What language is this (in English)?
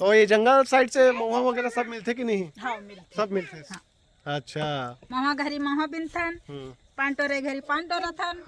Chhattisgarhi